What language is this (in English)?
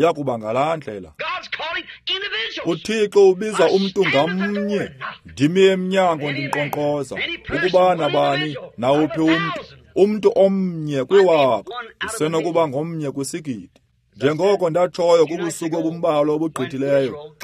Xhosa